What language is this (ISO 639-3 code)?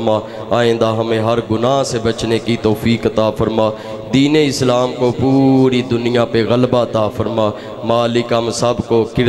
urd